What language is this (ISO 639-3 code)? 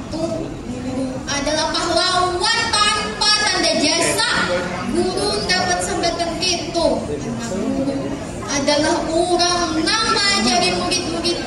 bjn